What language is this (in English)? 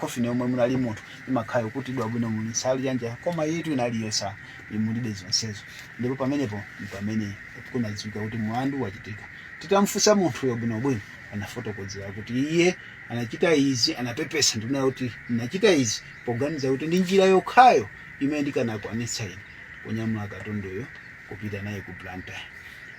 Nyanja